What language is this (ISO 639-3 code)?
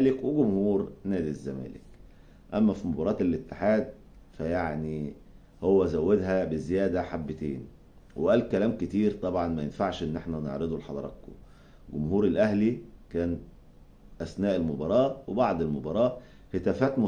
arz